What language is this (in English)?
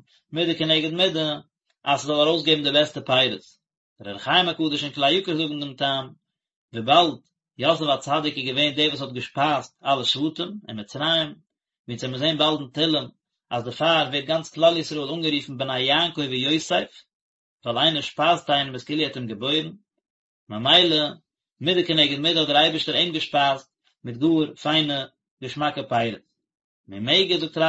Yiddish